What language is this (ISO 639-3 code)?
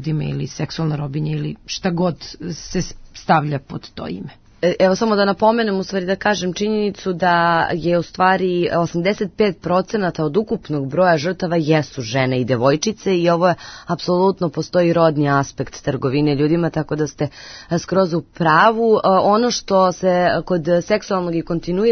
srp